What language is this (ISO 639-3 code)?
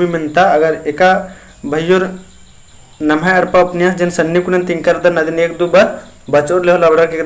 kru